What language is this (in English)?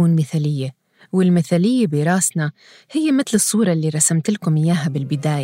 North Levantine Arabic